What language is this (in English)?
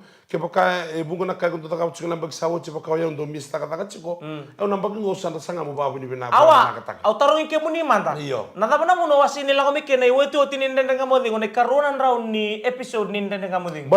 Fijian